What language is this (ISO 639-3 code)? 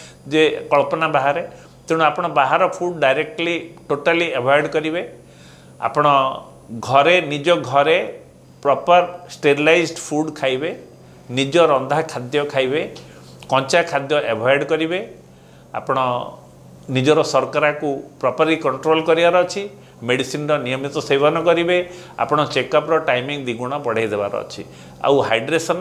ori